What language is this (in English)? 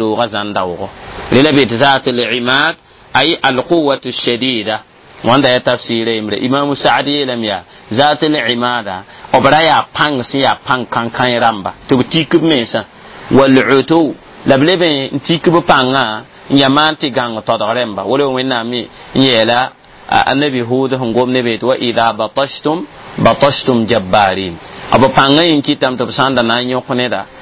Mossi